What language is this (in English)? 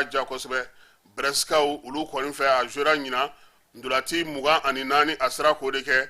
Bambara